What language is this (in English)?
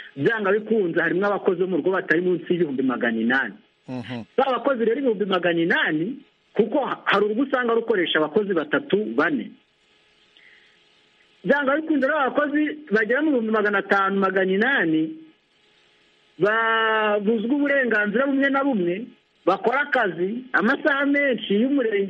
Kinyarwanda